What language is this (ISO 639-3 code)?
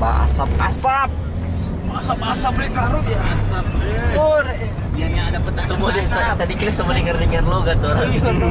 xmm